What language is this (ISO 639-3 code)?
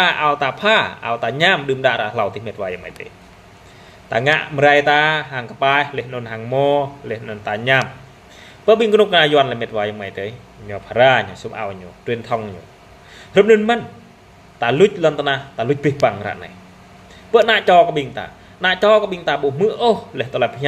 jra